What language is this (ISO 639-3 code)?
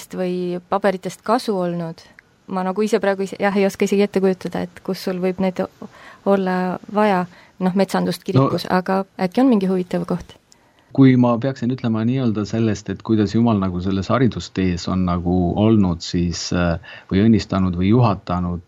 est